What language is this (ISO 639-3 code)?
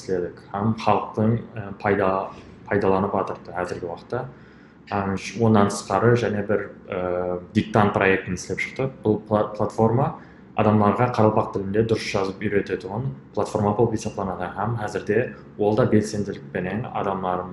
kaa